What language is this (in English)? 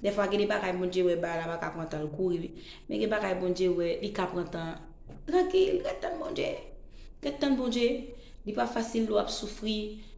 Haitian Creole